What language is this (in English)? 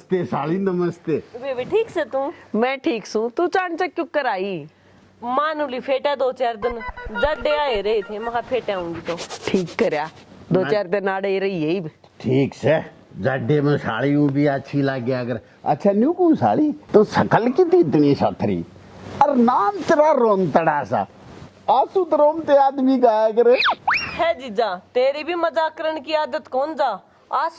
Haryanvi